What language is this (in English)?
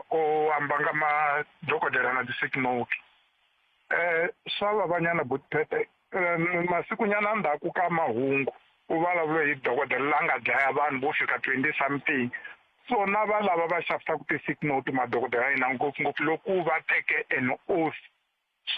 Tsonga